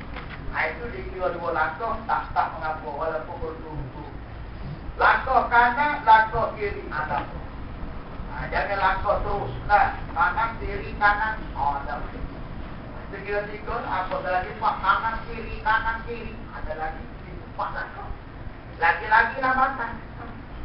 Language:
Malay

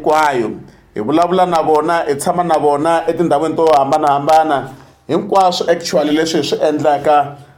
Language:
Tsonga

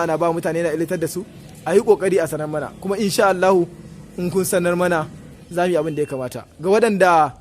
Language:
Hausa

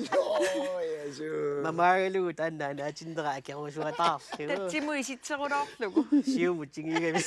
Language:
Kalaallisut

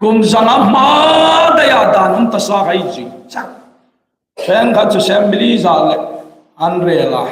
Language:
Hmar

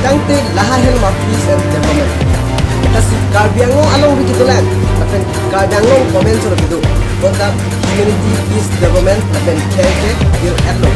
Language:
Karbi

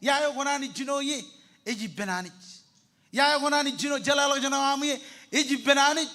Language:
Marshallese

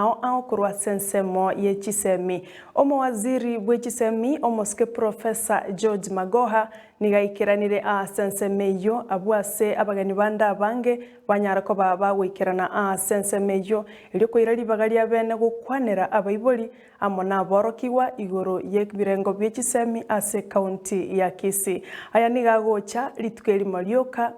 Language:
Gusii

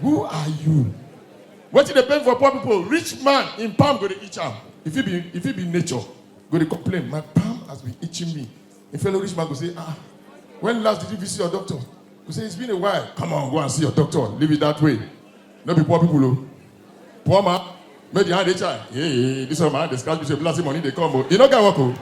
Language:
Nigerian Pidgin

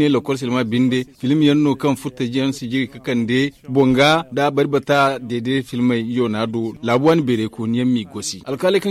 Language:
Zarma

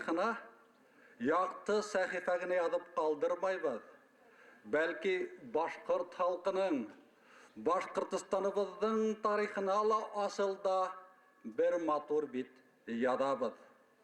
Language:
Bashkir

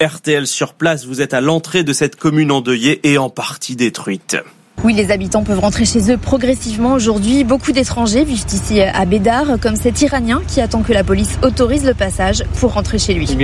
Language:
French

